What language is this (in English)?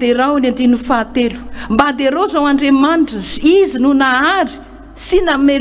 Malagasy